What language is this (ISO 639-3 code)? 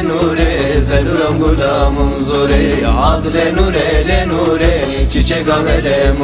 zza